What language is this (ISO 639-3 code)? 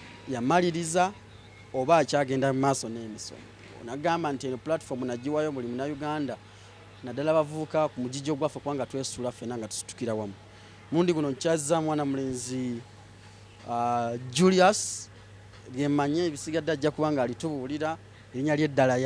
lug